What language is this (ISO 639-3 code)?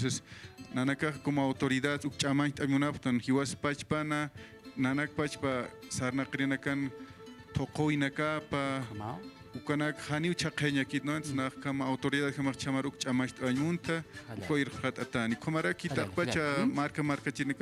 aym